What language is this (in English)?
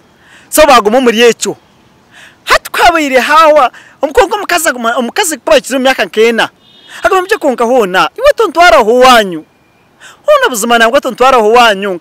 Nyankole